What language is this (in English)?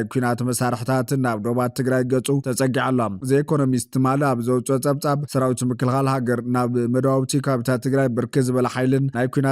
Tigrinya